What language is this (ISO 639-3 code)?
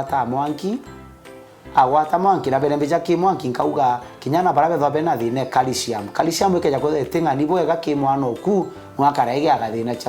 mer